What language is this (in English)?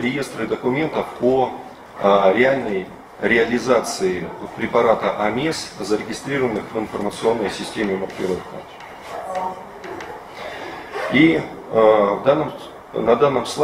Russian